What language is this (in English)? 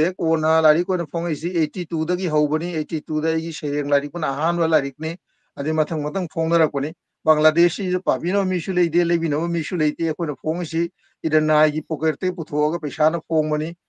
Manipuri